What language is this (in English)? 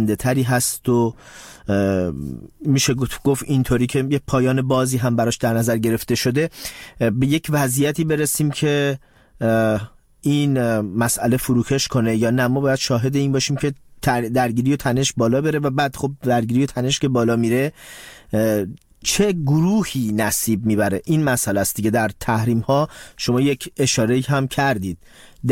Persian